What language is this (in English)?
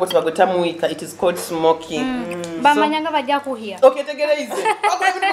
Nyoro